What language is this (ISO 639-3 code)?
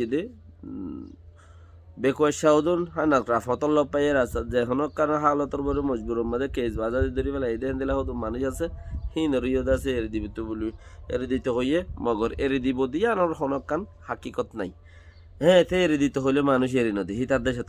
rhg